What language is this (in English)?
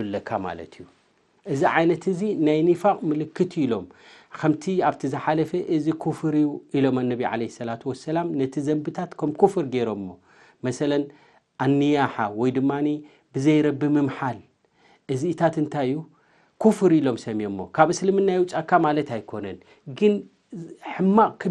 Tigrinya